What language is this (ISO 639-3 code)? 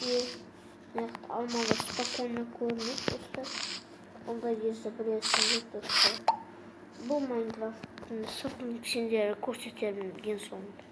kaz